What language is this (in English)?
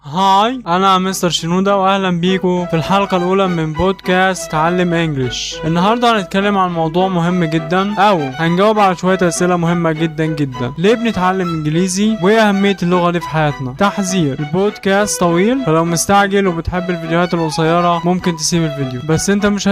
Egyptian Arabic